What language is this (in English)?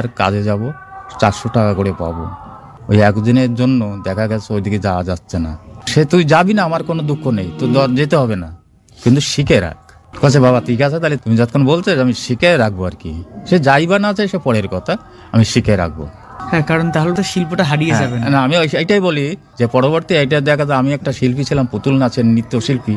Bangla